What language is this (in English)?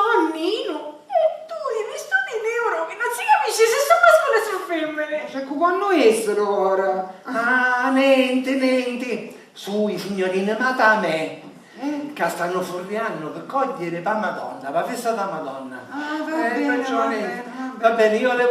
Sicilian